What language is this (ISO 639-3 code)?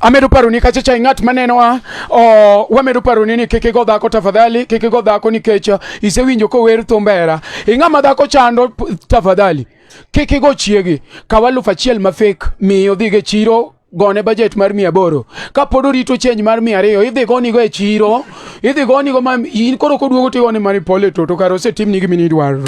luo